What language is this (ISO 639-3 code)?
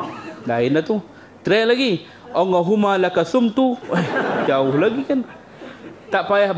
msa